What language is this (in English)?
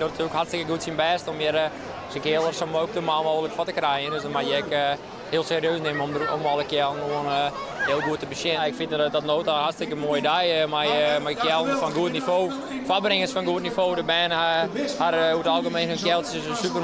Western Frisian